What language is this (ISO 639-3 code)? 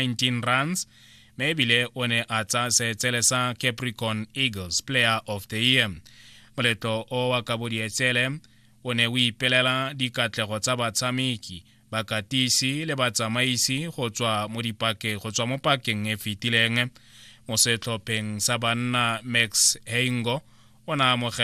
tsn